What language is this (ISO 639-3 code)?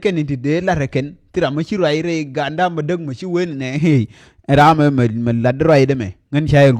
nus